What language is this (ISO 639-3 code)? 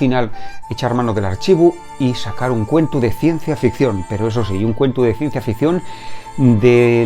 ast